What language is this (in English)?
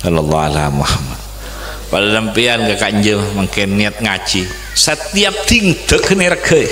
Madurese